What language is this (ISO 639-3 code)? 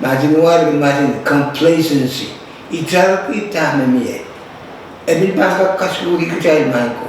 pon